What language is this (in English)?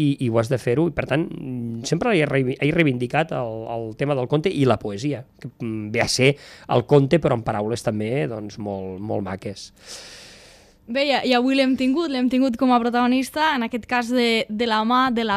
Catalan